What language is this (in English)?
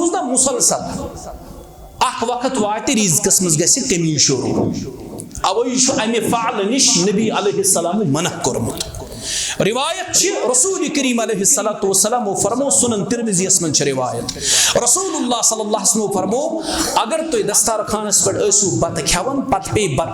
Kashmiri